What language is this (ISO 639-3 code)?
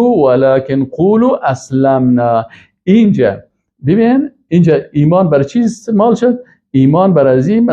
fas